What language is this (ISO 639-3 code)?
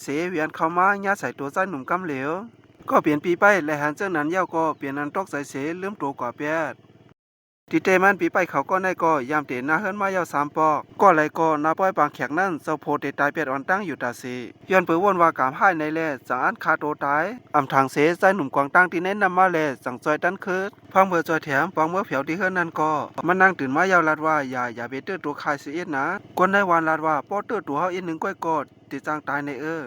shn